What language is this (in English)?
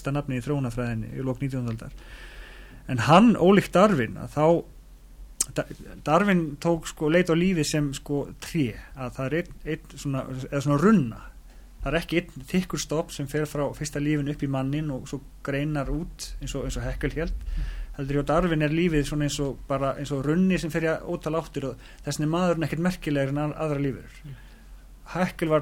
Icelandic